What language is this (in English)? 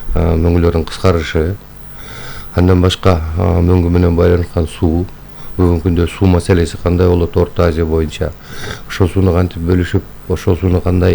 Kyrgyz